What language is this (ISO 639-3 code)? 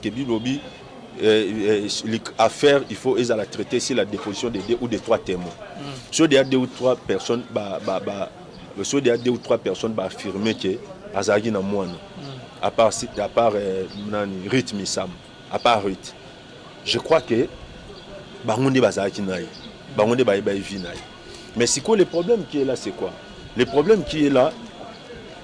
lin